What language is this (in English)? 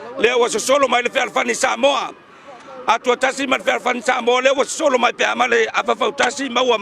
Samoan